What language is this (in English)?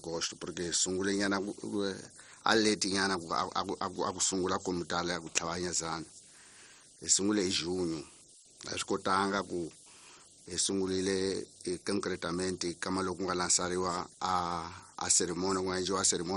Tsonga